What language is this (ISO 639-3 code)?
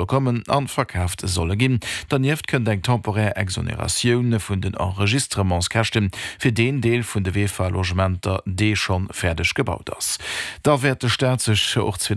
ltz